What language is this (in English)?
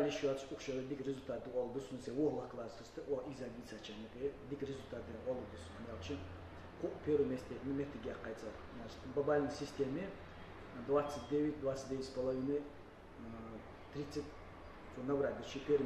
Ingush